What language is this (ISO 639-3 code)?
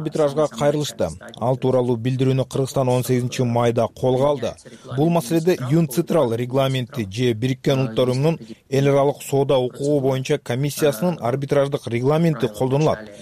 kir